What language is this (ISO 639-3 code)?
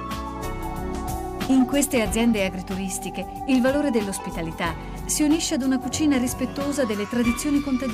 ita